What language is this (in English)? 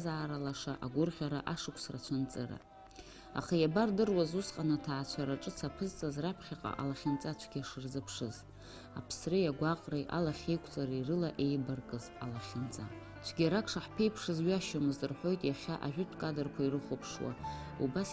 Abkhazian